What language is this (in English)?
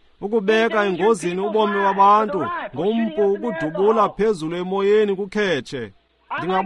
Xhosa